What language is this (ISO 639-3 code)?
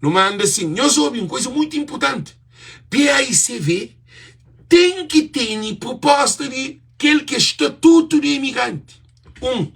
kea